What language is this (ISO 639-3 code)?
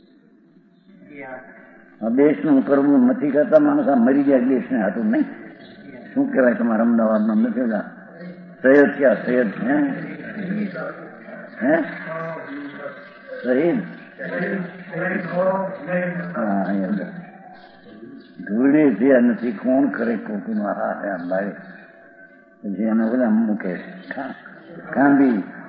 guj